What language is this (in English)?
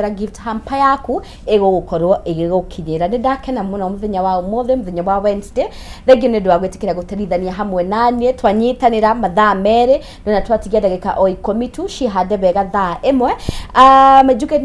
Kikuyu